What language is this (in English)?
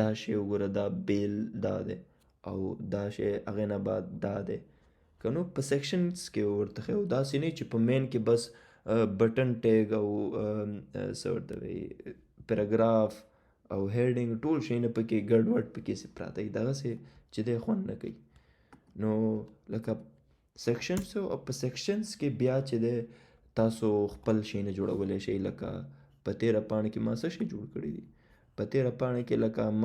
Pashto